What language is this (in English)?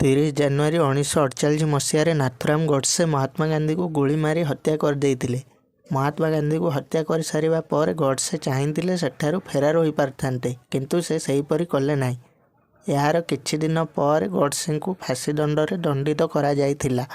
Odia